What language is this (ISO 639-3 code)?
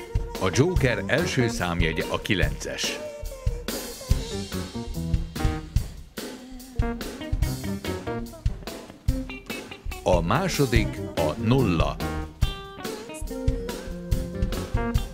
hun